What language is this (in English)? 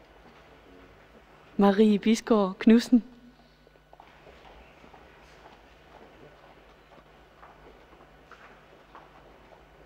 Danish